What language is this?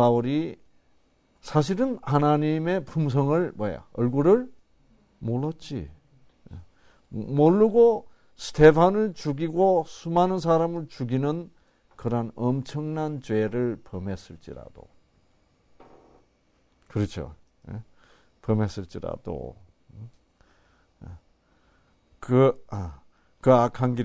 Korean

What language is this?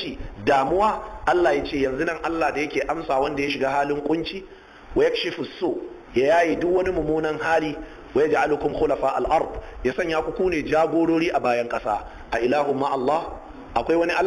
Hausa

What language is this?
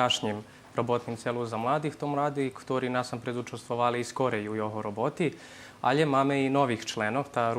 Rusyn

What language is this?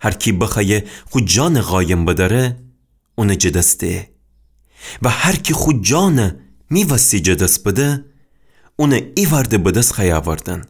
Gilaki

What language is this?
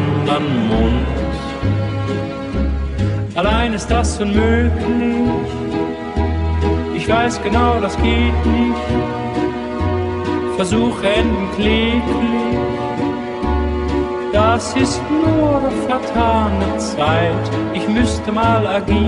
German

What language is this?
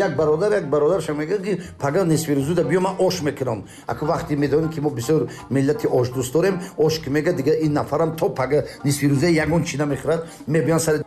Tajik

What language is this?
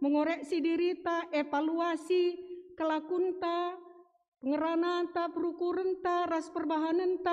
Batak Karo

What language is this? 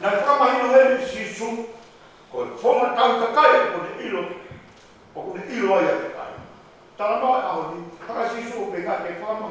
Tongan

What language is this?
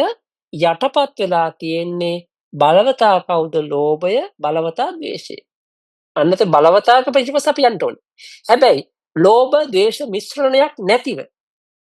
Sinhala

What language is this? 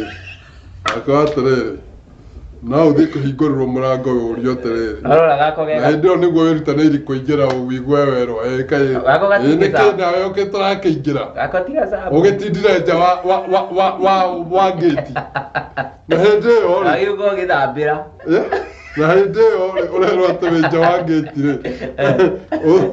Kikuyu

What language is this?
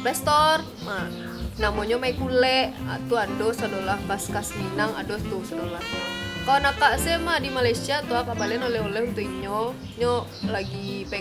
Minangkabau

